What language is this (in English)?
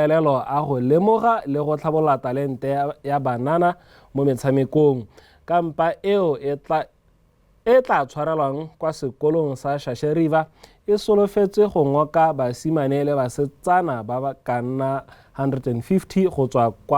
Tswana